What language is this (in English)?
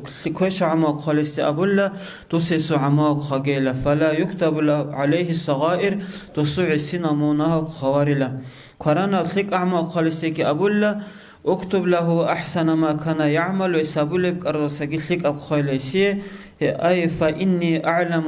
Avaric